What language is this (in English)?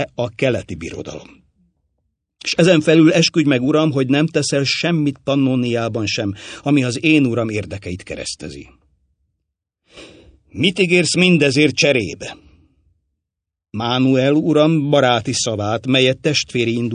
Hungarian